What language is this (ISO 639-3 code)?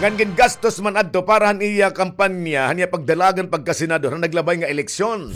war